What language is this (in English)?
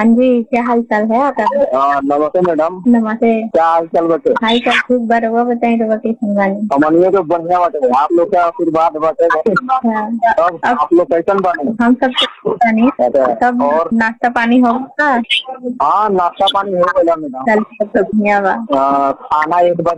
Bhojpuri